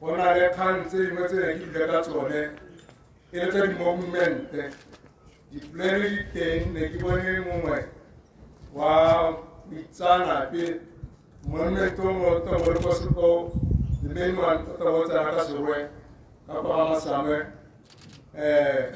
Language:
Tswana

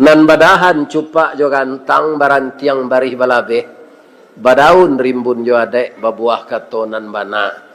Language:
Minangkabau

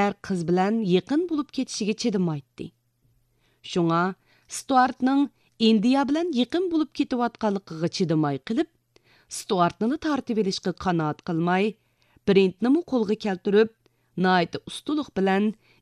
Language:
Uyghur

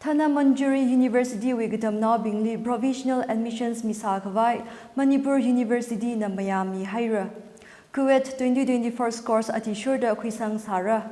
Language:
Tangkhul Naga (India)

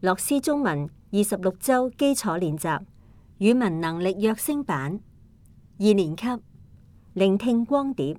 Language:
Cantonese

